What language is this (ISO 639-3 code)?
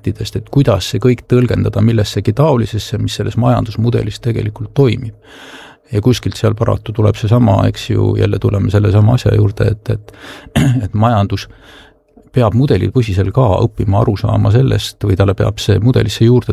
est